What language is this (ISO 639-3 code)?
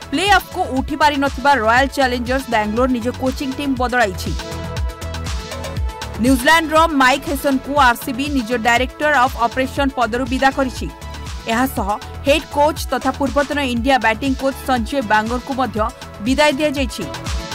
ori